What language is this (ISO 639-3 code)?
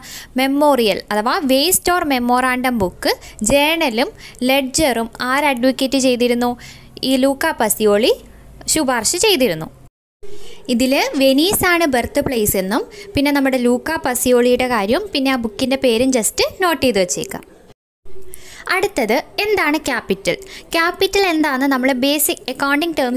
mal